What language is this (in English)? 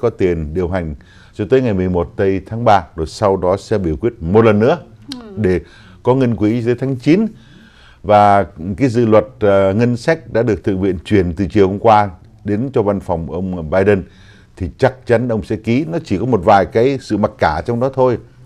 Vietnamese